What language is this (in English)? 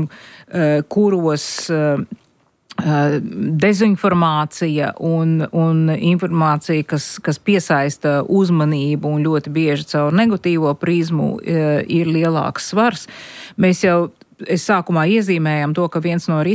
Latvian